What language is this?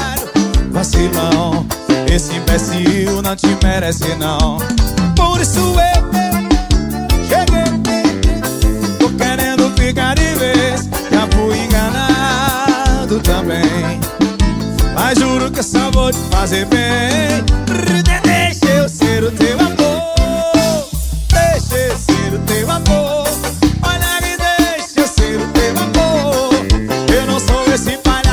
Portuguese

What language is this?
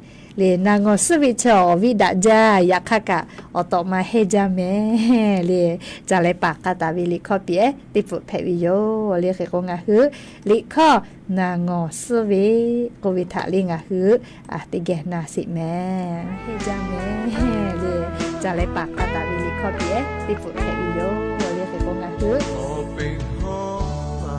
Lahu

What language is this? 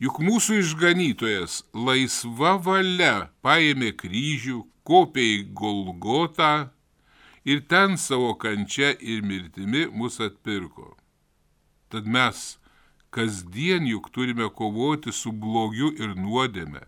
Lithuanian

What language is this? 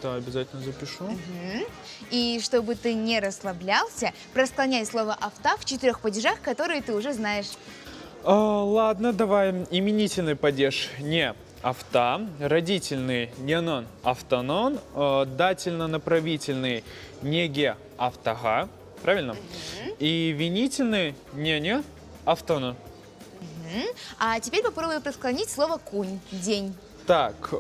Crimean Tatar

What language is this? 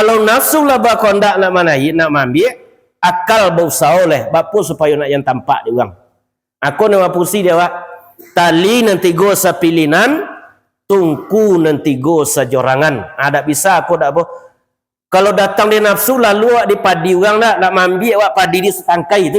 Minangkabau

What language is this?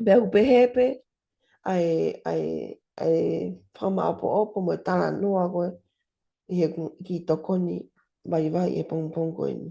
Tongan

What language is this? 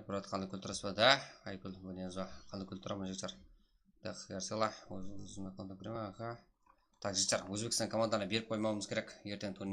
Kara-Kalpak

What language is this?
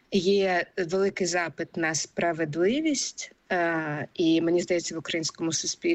Ukrainian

